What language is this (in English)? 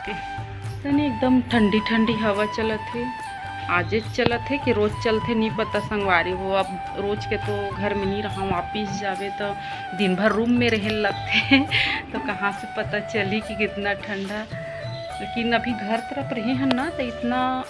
Chhattisgarhi